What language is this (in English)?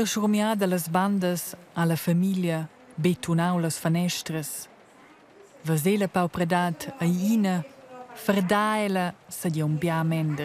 Romansh